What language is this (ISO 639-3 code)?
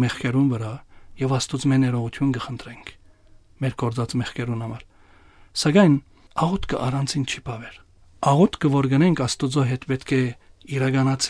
hyw